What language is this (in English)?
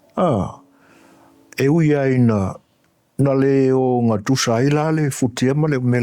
Samoan